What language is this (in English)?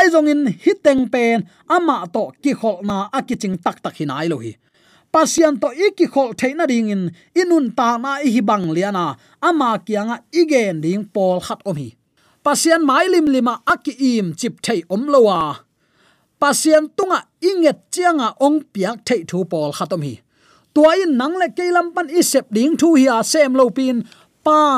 Tedim Chin